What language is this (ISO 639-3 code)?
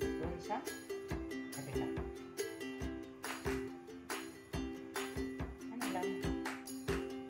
fil